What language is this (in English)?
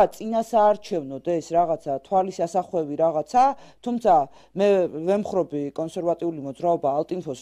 Georgian